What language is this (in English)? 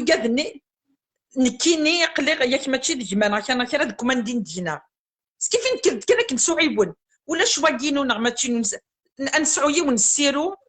Kabyle